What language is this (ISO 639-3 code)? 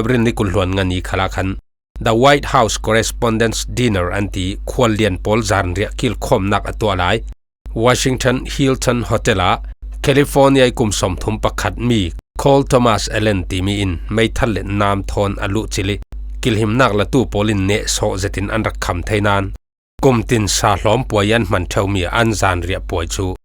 cfm